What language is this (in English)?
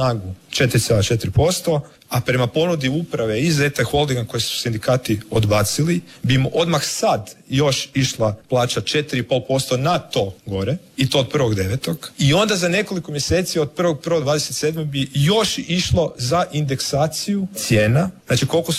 Croatian